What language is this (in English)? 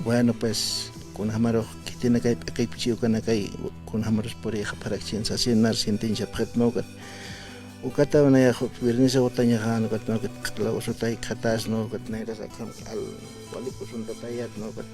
Aymara